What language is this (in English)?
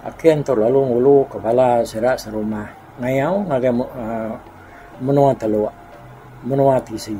Iban